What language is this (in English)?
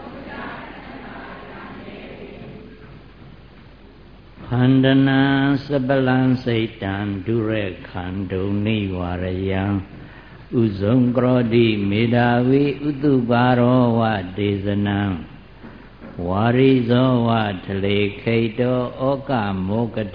Burmese